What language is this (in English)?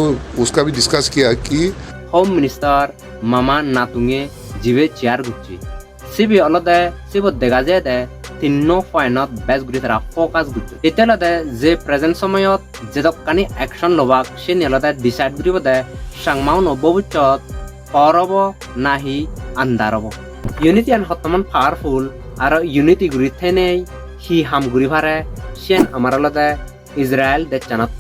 Chakma